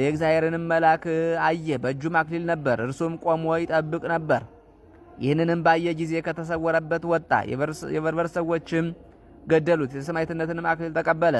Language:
Amharic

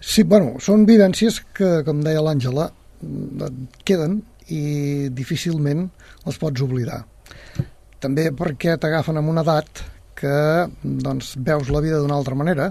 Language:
Catalan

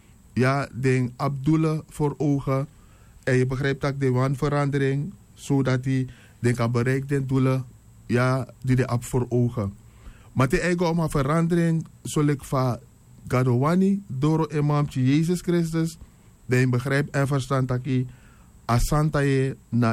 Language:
Sranan Tongo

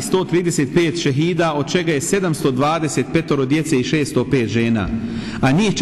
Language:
Bosnian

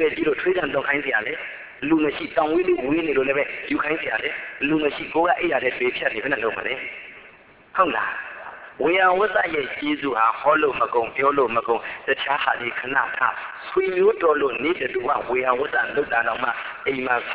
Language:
Burmese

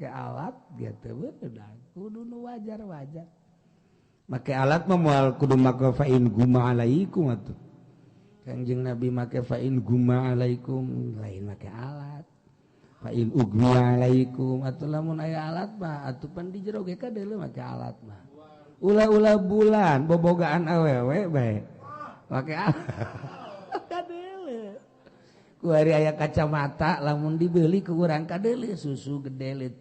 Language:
Sundanese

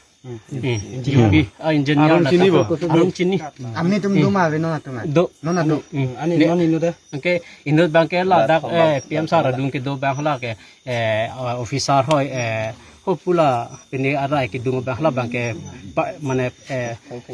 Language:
Karbi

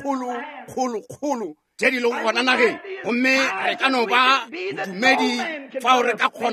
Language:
Northern Sotho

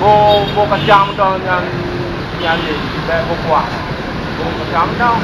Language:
Achinese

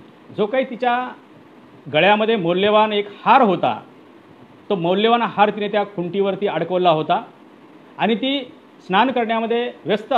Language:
Marathi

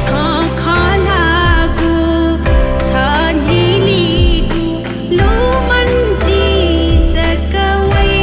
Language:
Newari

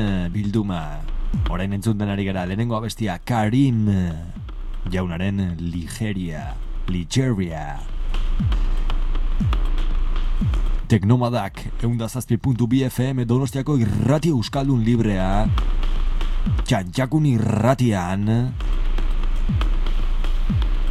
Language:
Basque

